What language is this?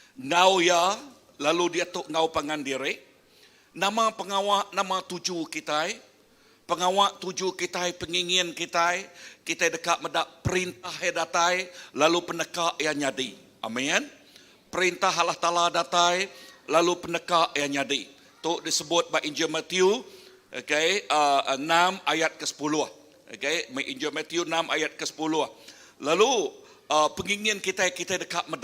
Iban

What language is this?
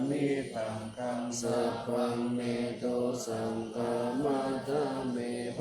Pali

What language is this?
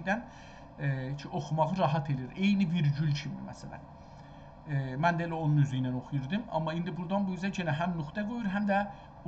South Azerbaijani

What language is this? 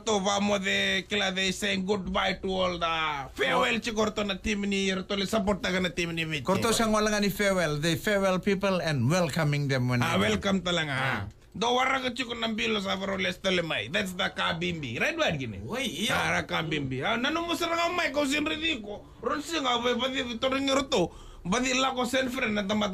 Fijian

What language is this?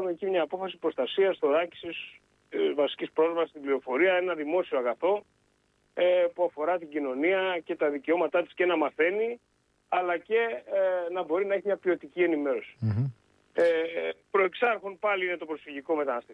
Greek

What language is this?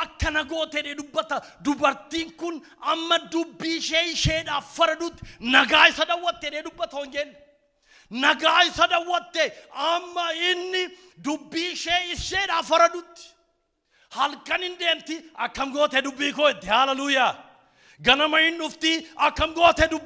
Oromo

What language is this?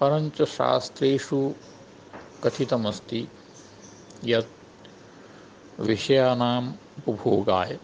Sanskrit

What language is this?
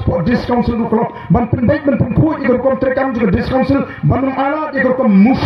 Khasi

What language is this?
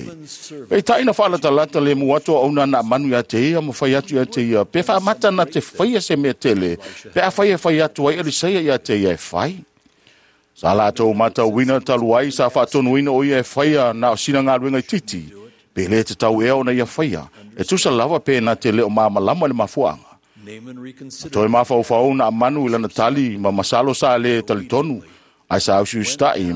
Samoan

